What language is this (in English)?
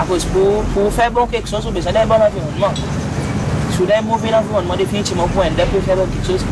Seselwa Creole French